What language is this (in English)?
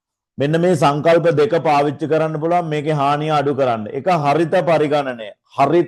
Sinhala